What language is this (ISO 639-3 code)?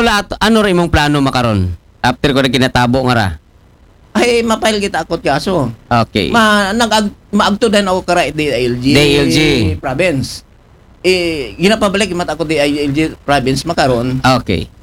akl